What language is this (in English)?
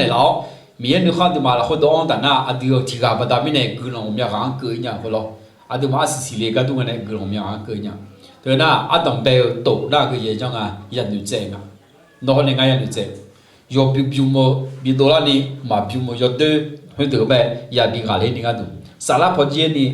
Akha